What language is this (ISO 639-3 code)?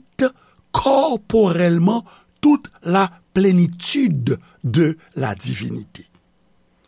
hat